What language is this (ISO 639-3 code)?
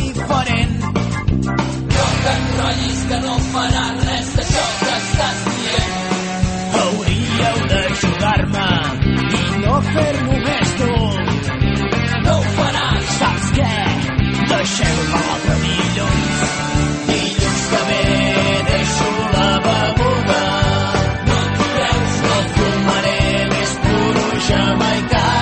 cat